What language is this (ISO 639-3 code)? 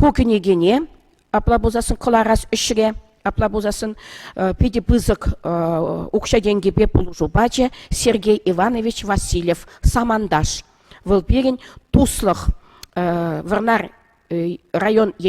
chv